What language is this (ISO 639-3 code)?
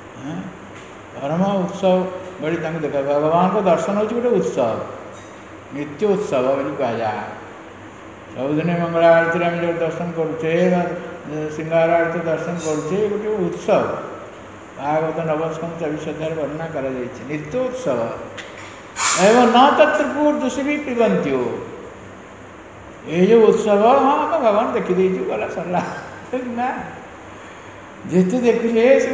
ori